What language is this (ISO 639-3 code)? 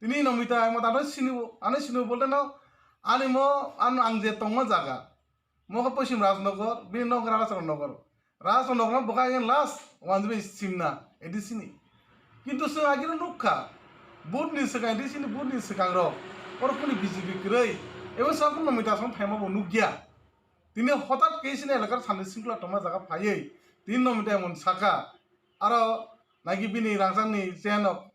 trp